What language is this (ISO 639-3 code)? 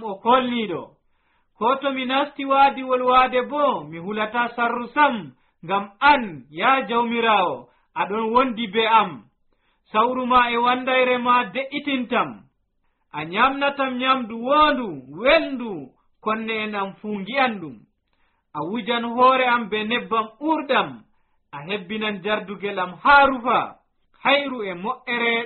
fuv